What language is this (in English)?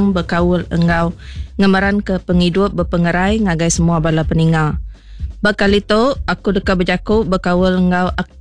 Iban